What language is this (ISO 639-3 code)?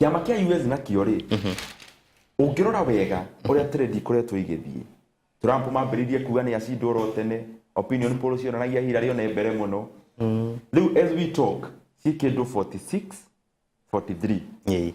kik